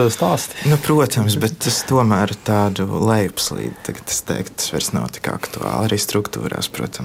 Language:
Latvian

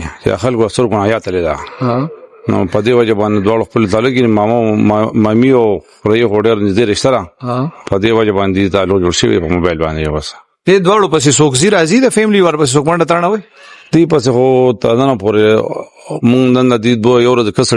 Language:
Pashto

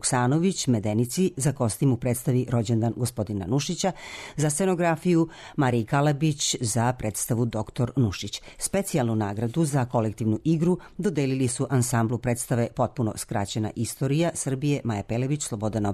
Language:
Serbian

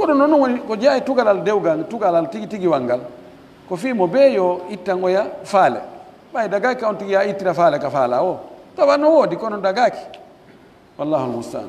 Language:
Pular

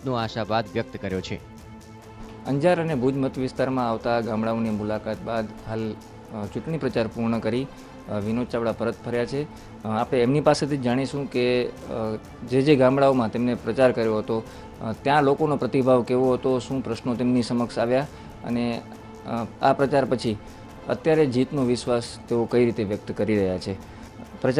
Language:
Gujarati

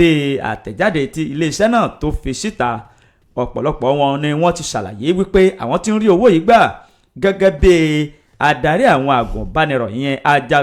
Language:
Yoruba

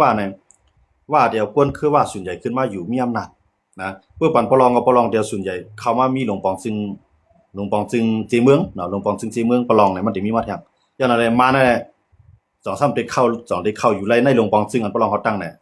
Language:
Shan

